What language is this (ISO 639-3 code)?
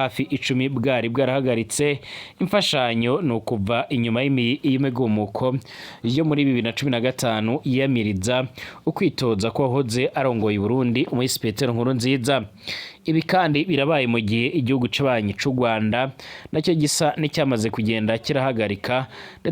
run